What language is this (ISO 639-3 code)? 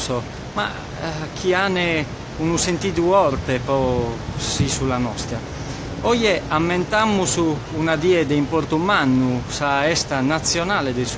srd